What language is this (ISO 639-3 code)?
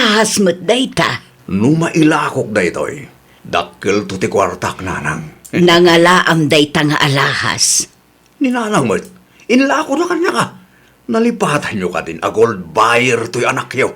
ilo